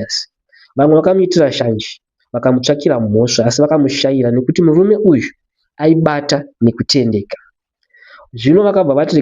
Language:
Shona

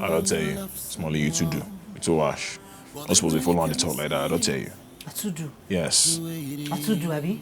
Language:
Nigerian Pidgin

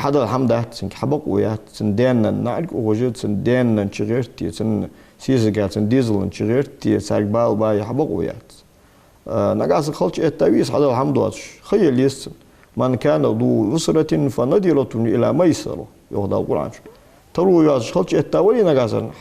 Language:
Ingush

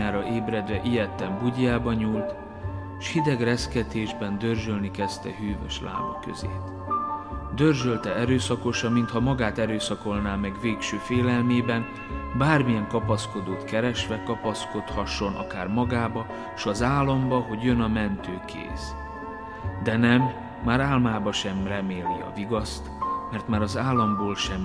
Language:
Hungarian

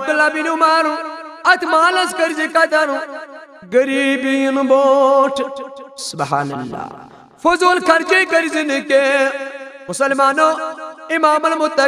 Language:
Kashmiri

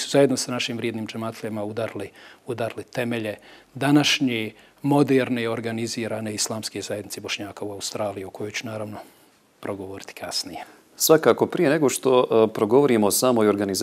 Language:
Bosnian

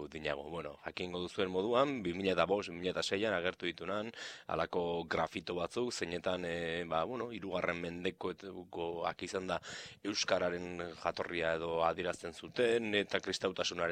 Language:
Basque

